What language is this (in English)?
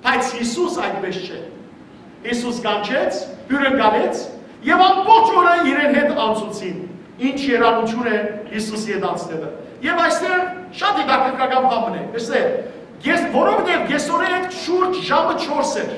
Western Armenian